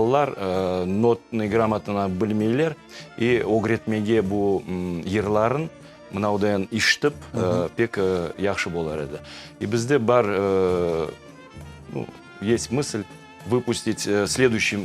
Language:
Crimean Tatar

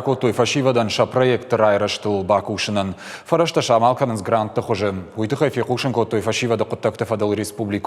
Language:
Ossetic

